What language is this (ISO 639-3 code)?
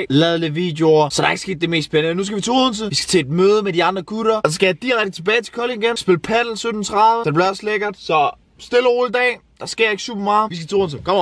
dan